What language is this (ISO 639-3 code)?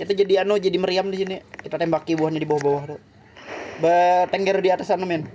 bjn